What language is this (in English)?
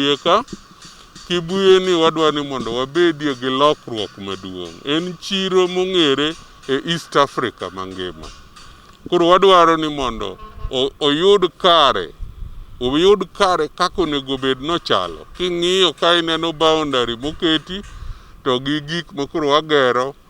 Luo (Kenya and Tanzania)